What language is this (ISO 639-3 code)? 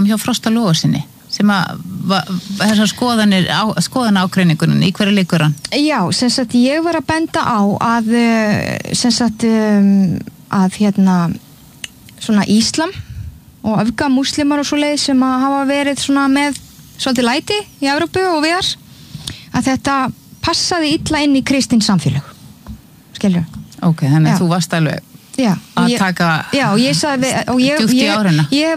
isl